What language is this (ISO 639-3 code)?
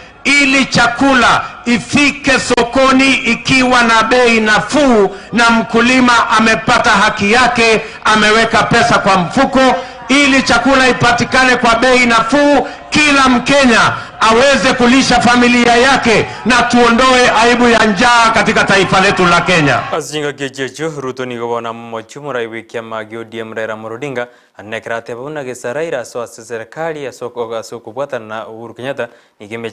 guz